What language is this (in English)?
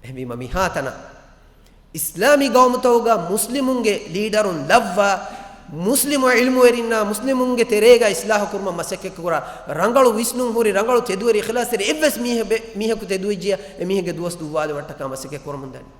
Divehi